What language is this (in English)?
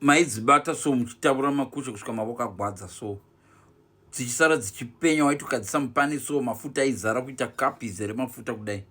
Shona